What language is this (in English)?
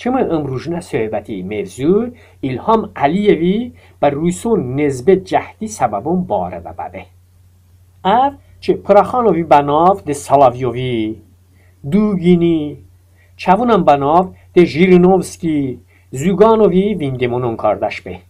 Talysh